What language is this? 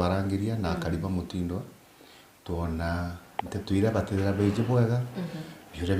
Meru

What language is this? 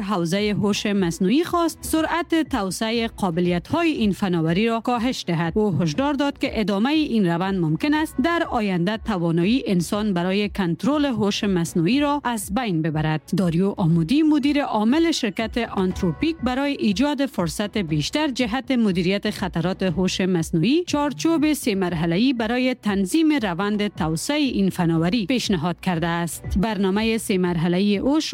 Persian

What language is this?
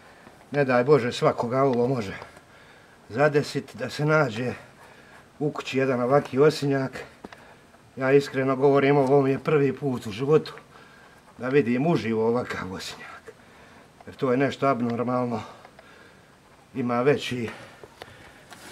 Croatian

